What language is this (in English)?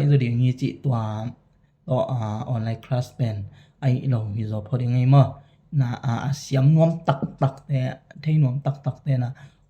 Tedim Chin